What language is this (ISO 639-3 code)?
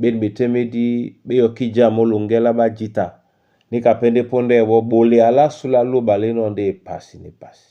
dua